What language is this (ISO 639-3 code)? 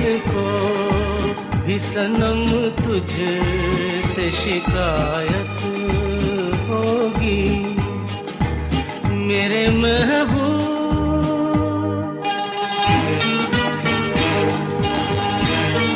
hin